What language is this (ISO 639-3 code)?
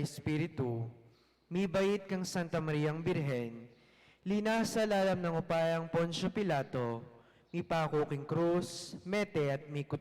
pam